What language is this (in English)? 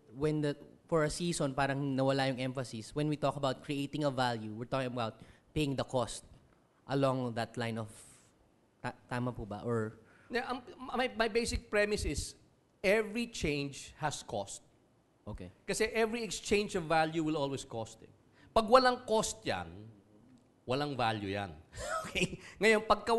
Filipino